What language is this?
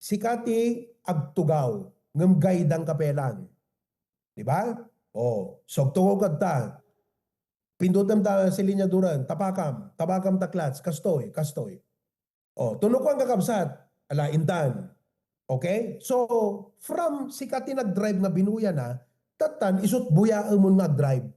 Iloko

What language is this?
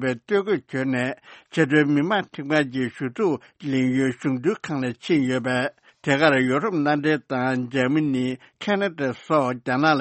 Tibetan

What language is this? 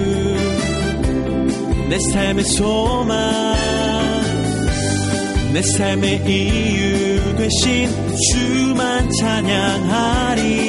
Korean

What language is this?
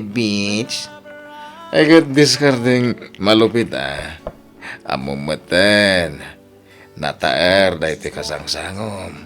Iloko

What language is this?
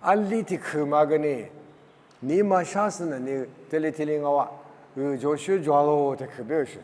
Lisu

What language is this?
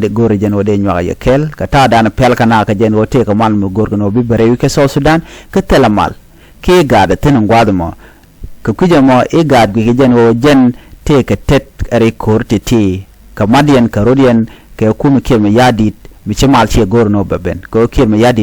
Nuer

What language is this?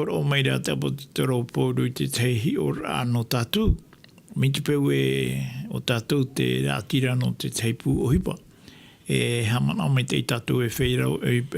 Tahitian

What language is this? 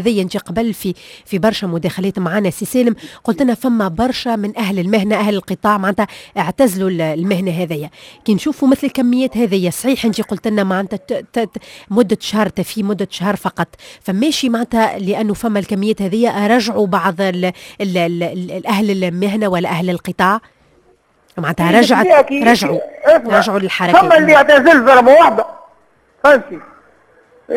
Tunisian Arabic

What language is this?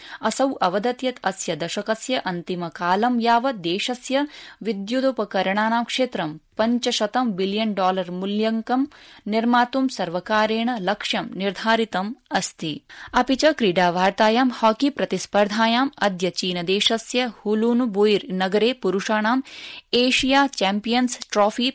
Sanskrit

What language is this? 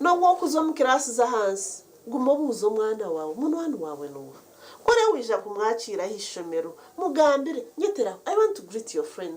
Nyankole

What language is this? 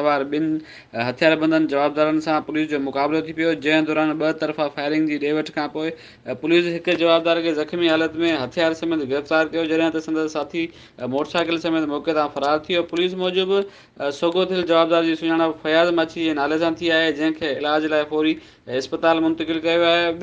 Sindhi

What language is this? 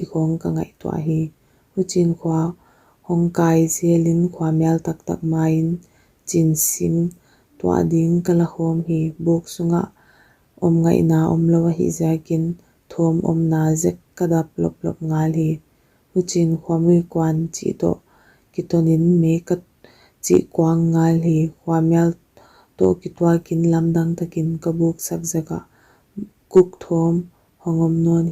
Paite Chin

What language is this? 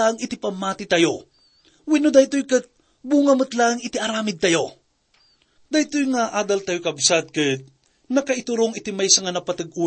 Iloko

